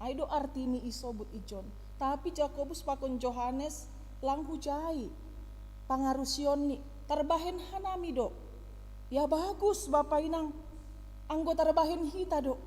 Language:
Batak Simalungun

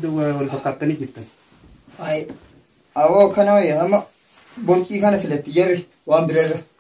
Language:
Oromo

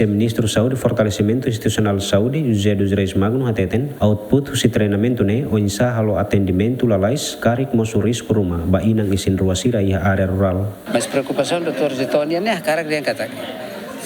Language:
Tetum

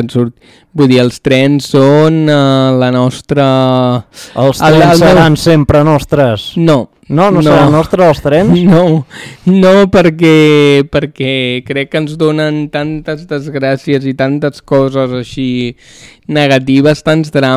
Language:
Catalan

